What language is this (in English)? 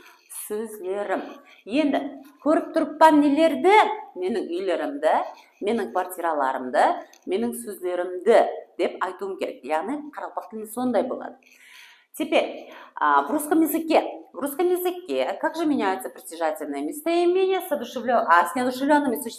Kara-Kalpak